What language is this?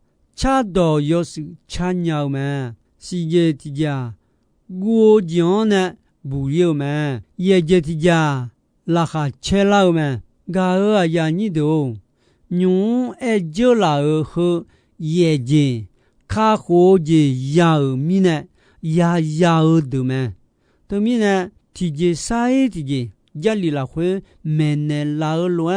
Akha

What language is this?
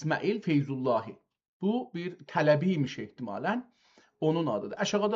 South Azerbaijani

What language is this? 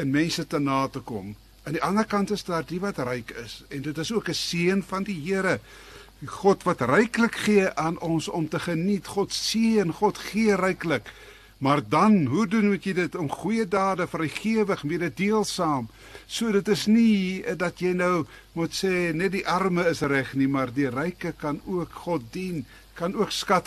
Afrikaans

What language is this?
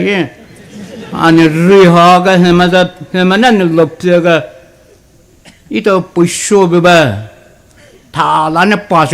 Poumei Naga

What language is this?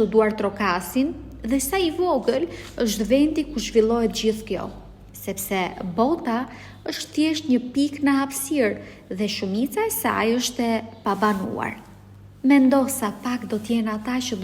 Albanian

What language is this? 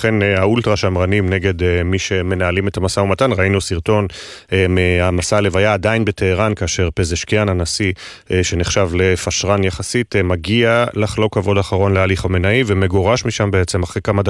Hebrew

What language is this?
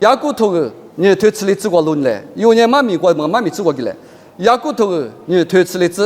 Lisu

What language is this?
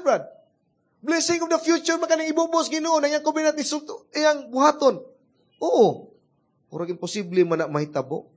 Cebuano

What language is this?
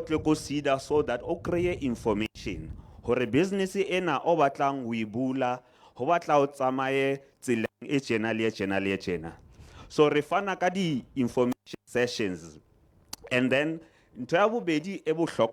Southern Sotho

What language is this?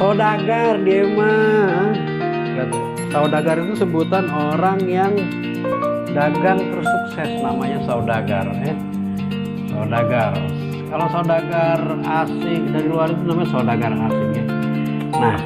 Betawi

